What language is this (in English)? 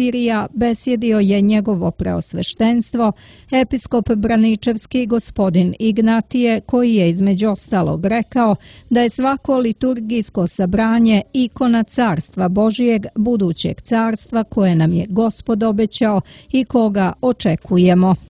Serbian